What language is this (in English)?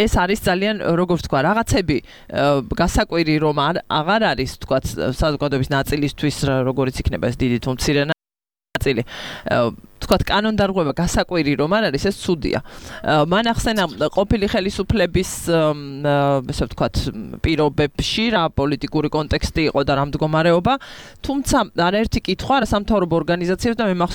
Georgian